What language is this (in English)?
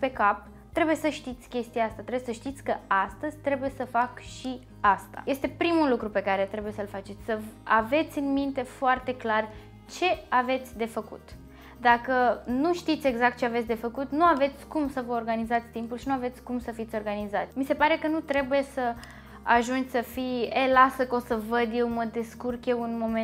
Romanian